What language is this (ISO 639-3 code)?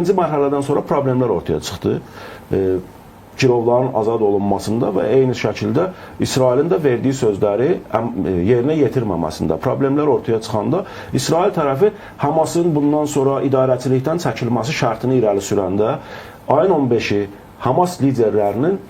aze